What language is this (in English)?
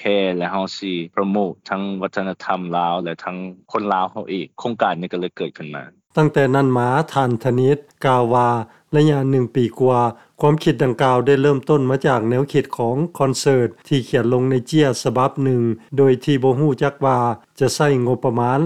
Lao